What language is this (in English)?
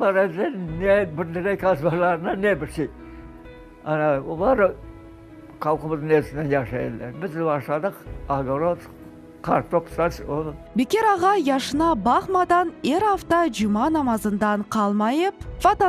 Crimean Tatar